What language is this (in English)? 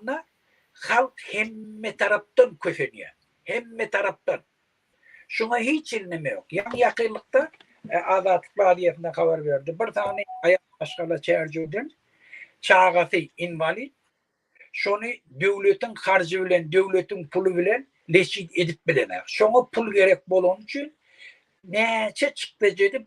Turkmen